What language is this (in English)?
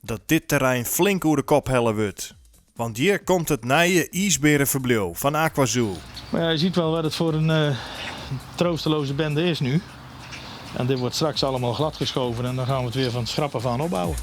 Western Frisian